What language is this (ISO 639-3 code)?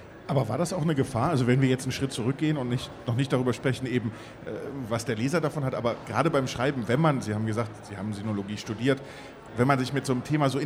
deu